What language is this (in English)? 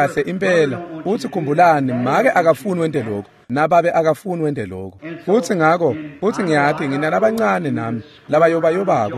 Swati